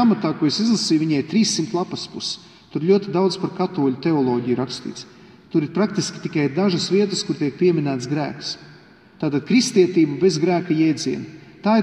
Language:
Latvian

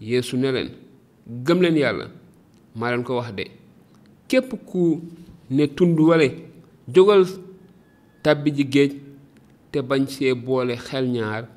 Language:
Wolof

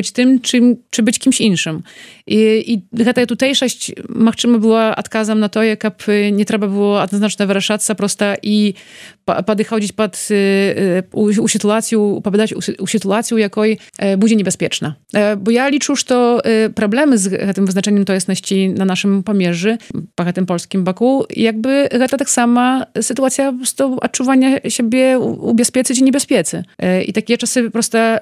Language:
Belarusian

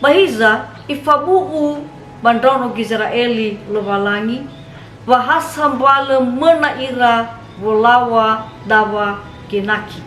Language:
Nias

